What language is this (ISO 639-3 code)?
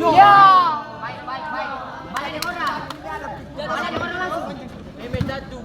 abs